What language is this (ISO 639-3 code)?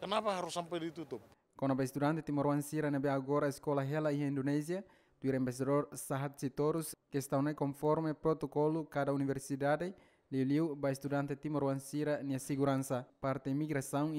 tet